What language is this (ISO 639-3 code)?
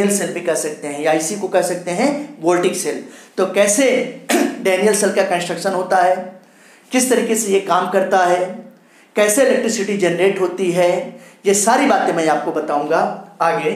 hin